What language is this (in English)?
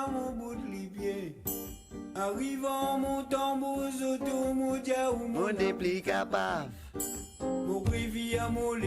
Morisyen